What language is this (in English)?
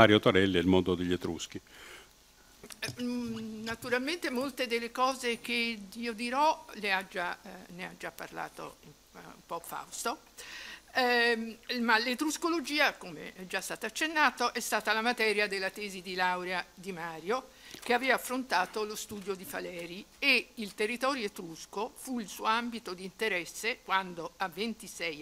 Italian